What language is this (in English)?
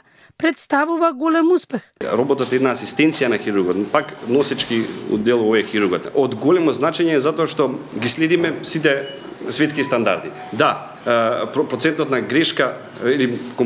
Macedonian